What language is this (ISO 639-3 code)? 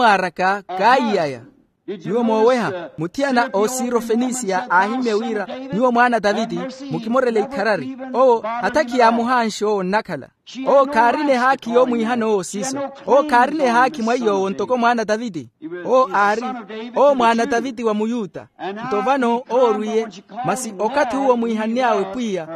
vmw